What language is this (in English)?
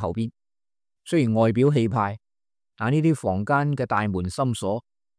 Cantonese